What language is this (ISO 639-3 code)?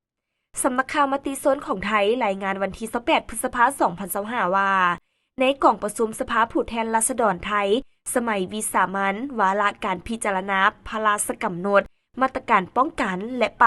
lao